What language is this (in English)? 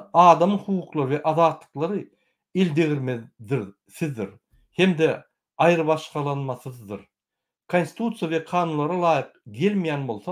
Turkmen